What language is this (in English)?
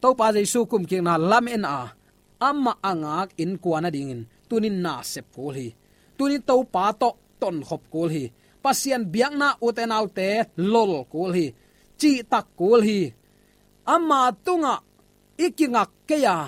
Tedim Chin